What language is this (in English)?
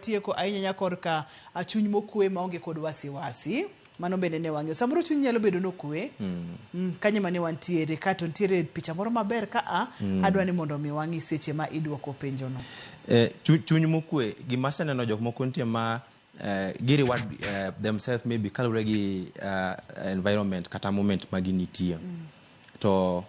Luo (Kenya and Tanzania)